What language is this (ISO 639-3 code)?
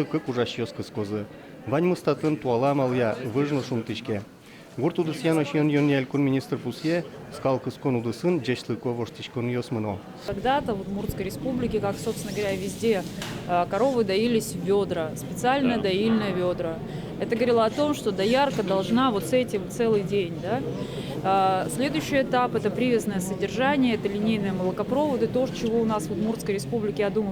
udm